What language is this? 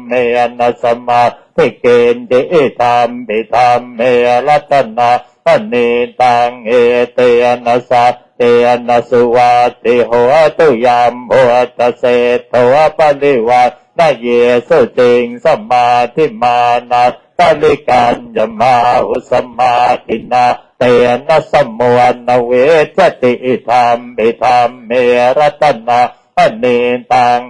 Pali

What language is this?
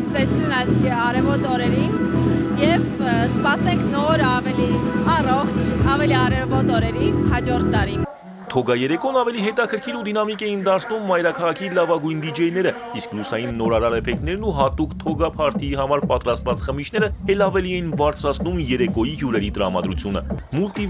Armenian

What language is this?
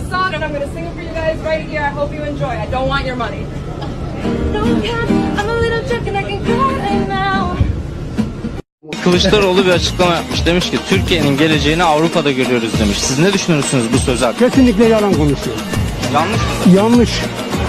Turkish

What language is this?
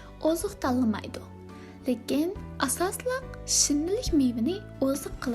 Uyghur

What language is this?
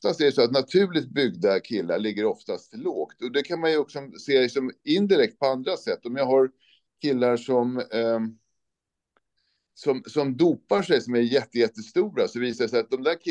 Swedish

